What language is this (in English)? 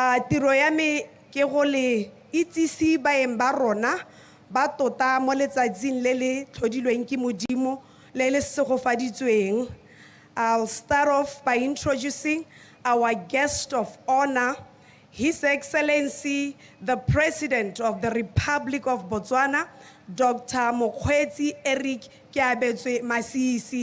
Tswana